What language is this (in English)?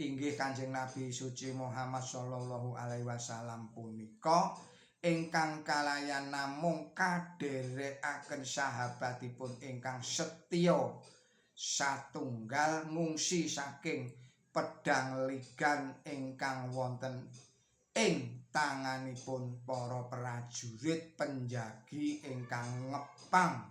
Javanese